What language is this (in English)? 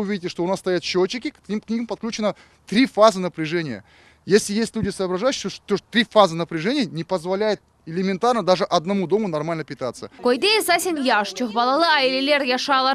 Crimean Tatar